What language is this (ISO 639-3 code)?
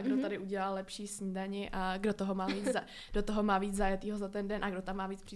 ces